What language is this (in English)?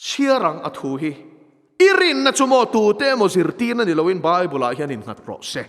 Mizo